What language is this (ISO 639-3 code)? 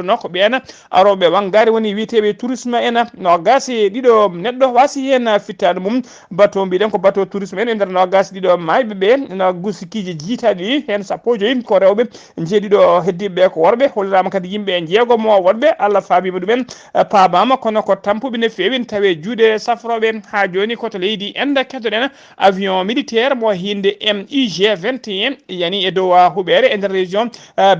ful